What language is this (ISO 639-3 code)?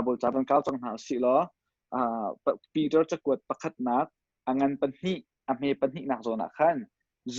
cnh